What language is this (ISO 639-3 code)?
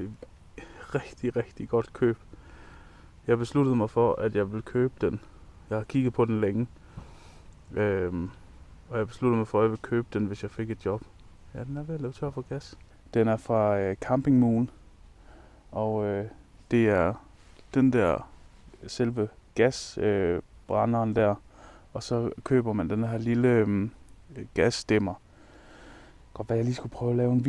dan